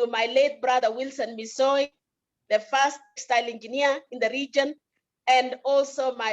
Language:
Kalenjin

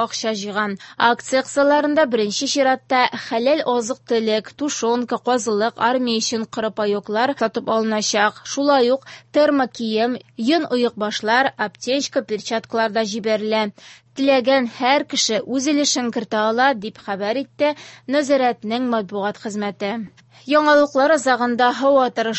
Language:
Tatar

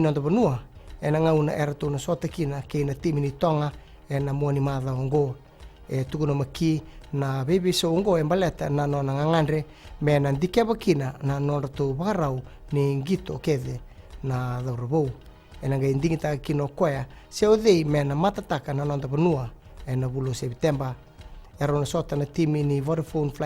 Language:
Fijian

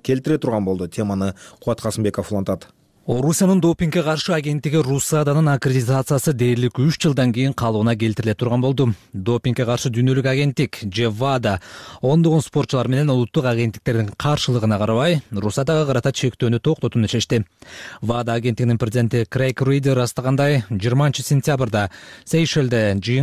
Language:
Kyrgyz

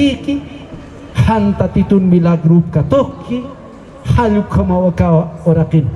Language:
Aymara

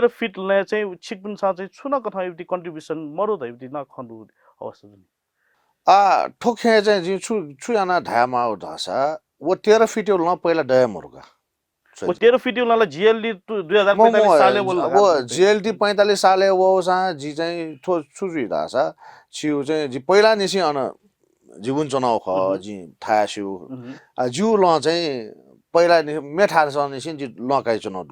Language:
Newari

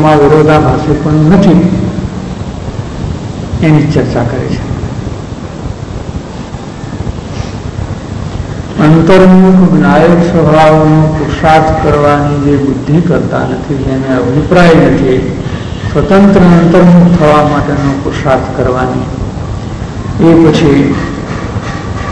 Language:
Gujarati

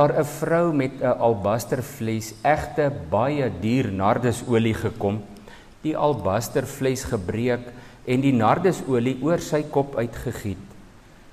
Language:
Afrikaans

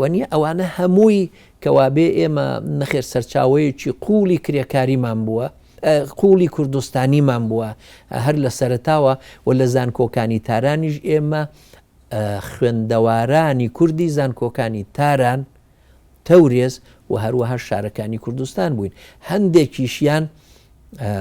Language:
Central Kurdish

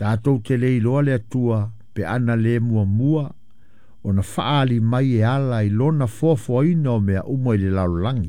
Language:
Samoan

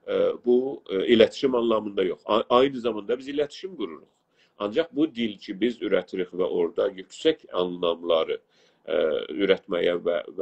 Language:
South Azerbaijani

